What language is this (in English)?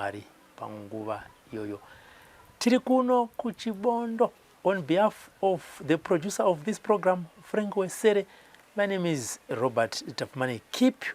Shona